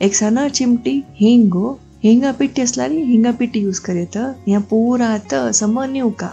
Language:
Konkani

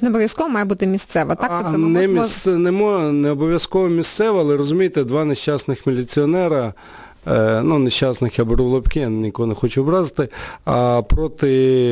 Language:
Ukrainian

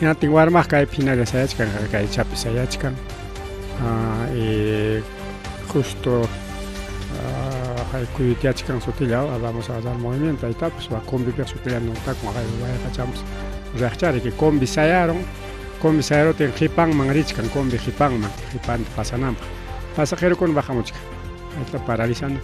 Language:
Ayacucho Quechua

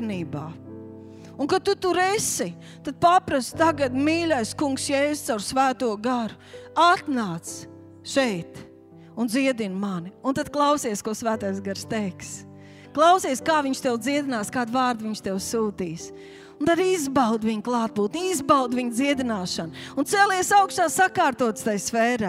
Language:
Latvian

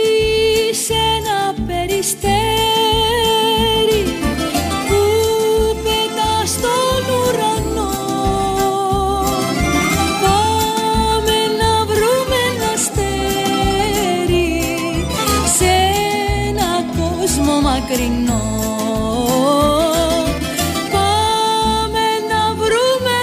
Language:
Greek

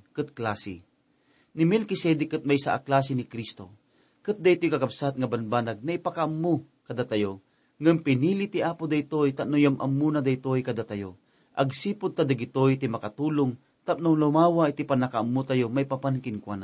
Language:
Iloko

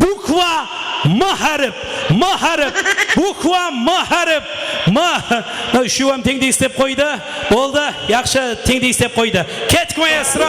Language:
Kara-Kalpak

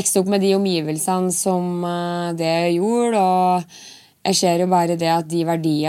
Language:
Norwegian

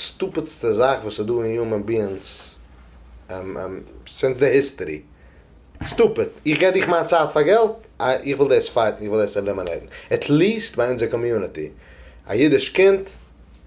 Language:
Yiddish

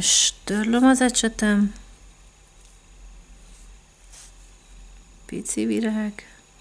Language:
Hungarian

